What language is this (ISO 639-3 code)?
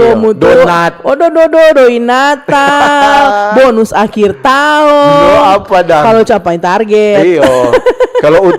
xmm